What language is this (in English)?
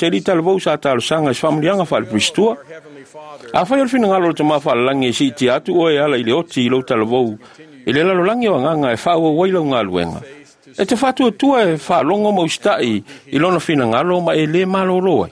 Samoan